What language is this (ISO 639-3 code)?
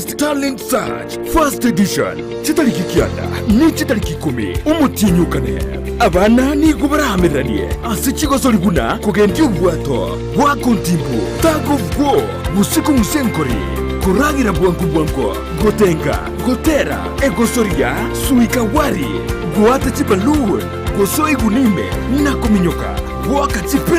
guz